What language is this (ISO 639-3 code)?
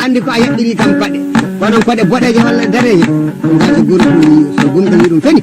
ful